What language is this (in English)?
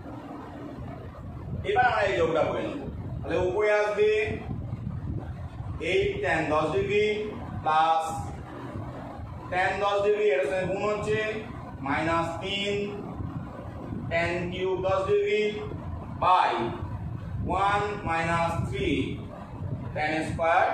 Bangla